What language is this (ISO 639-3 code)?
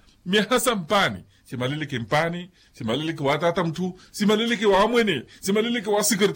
vmw